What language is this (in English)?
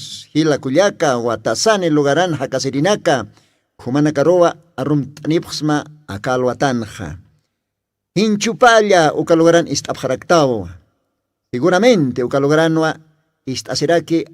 Aymara